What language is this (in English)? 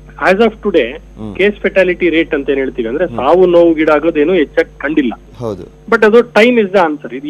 Kannada